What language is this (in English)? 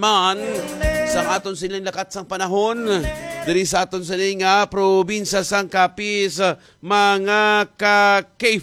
Hiligaynon